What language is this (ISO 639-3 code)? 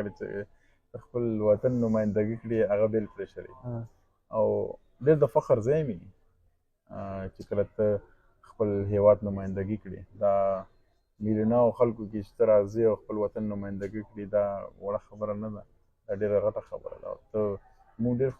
pus